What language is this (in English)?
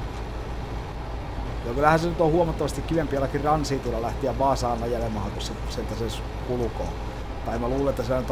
Finnish